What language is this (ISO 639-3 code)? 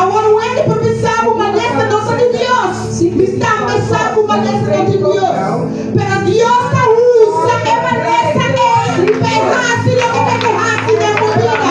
pap